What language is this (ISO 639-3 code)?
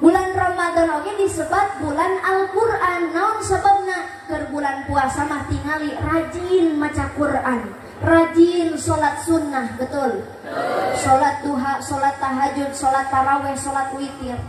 sun